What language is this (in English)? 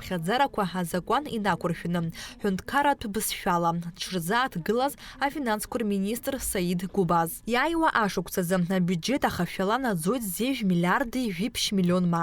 Abkhazian